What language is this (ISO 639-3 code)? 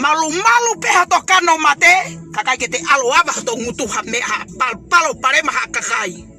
ton